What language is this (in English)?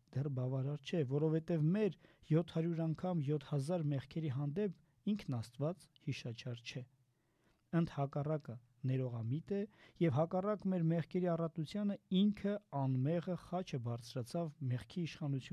Armenian